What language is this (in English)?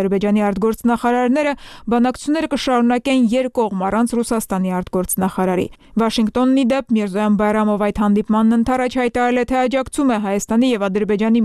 Armenian